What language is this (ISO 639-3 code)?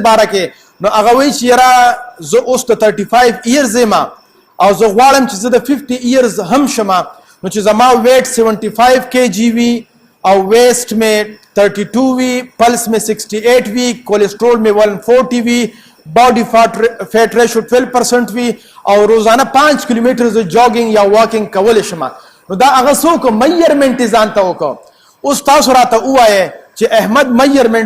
pus